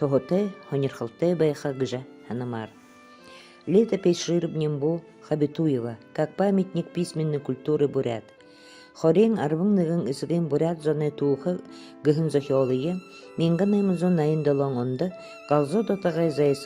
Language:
Buriat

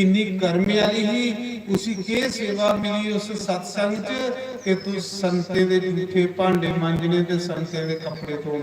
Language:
Dogri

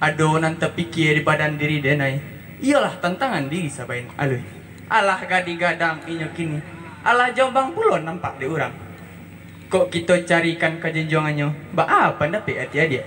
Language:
Minangkabau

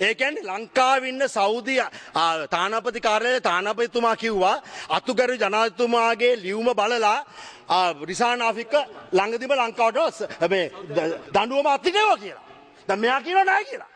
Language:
Sinhala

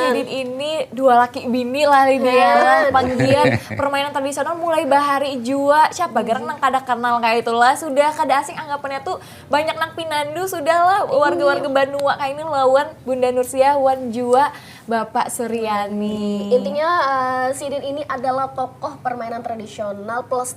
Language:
Banjar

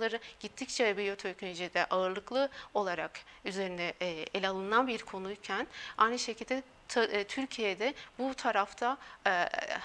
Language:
Turkish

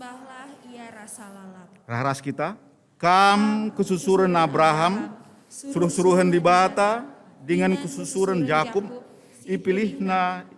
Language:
Batak Karo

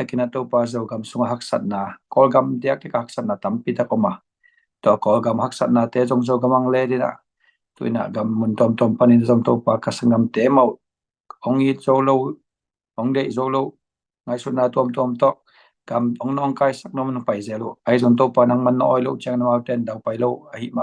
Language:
Tedim Chin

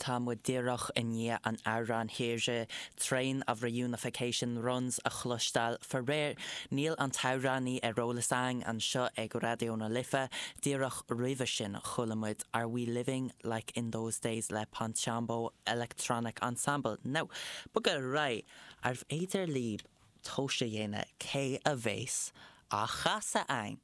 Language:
Irish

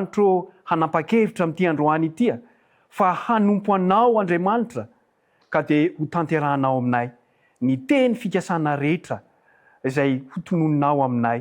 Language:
Malagasy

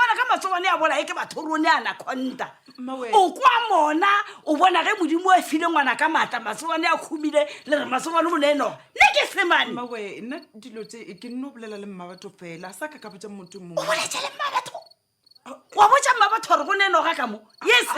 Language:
Northern Sotho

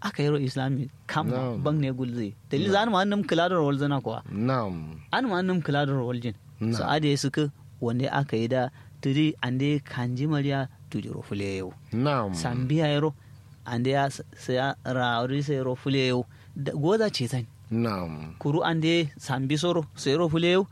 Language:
Kanuri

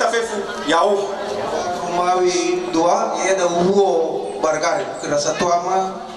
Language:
Nias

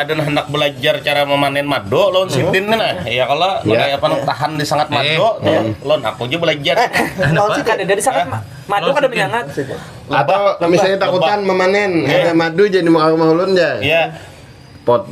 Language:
Banjar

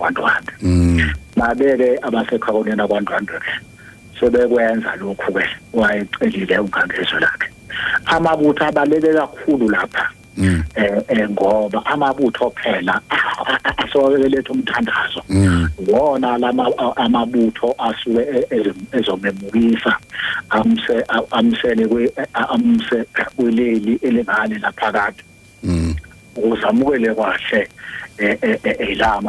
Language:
Zulu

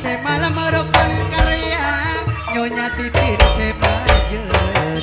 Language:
Madurese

